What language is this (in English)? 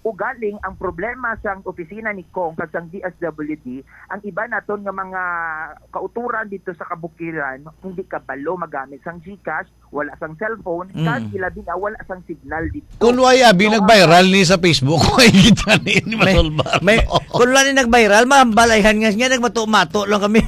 Hiligaynon